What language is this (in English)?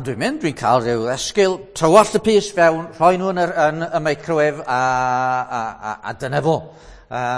Welsh